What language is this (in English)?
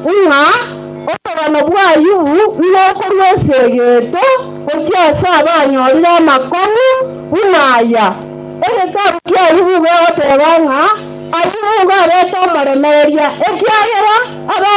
Gusii